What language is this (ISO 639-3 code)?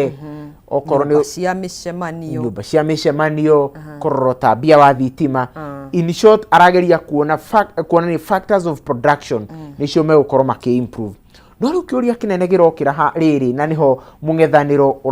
kik